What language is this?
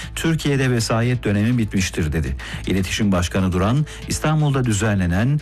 Turkish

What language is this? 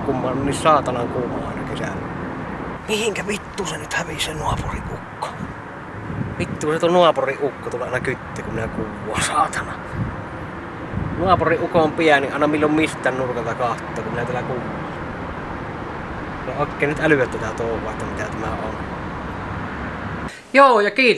Finnish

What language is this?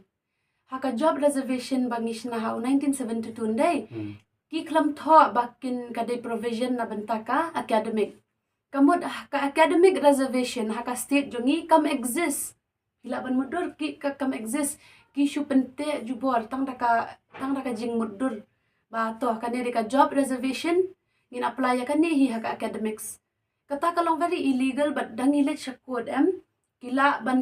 Khasi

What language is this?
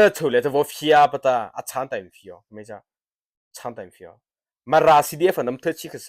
Mara Chin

